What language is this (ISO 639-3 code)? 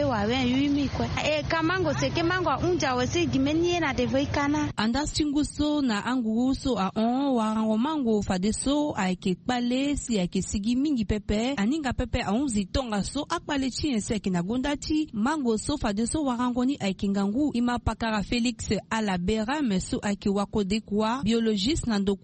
sag